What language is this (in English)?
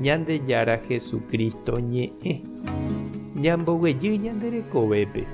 Guarani